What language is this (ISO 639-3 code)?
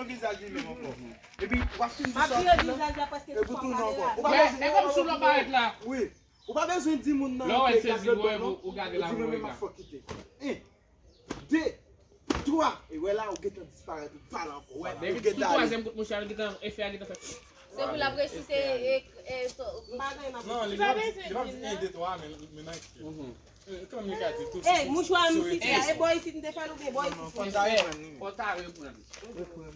hat